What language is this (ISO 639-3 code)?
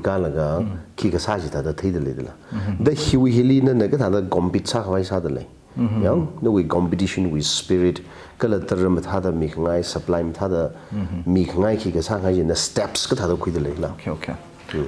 nmf